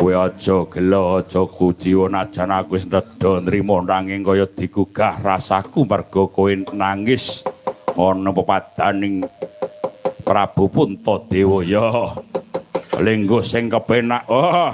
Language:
Javanese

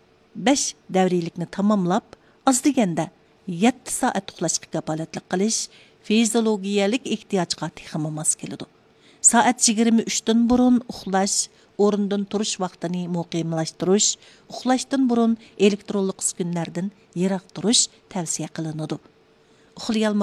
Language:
Uyghur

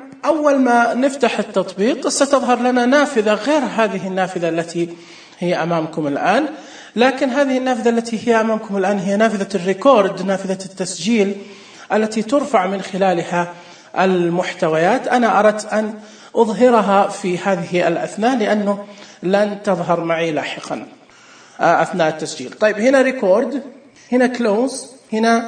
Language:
Najdi Arabic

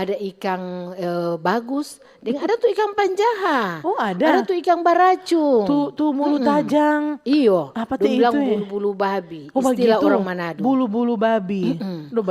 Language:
Manado Malay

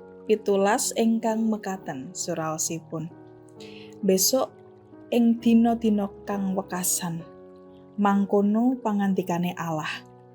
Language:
Javanese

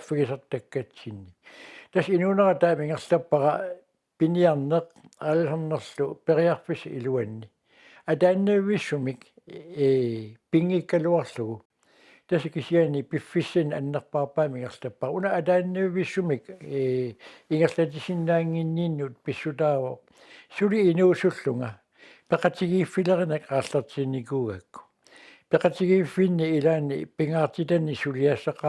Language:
Kalaallisut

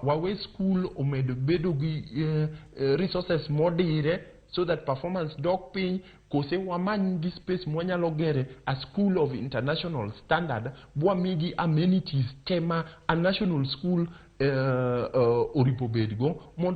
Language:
Luo (Kenya and Tanzania)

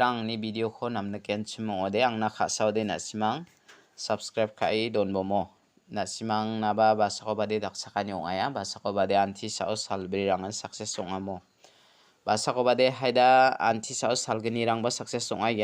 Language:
Garo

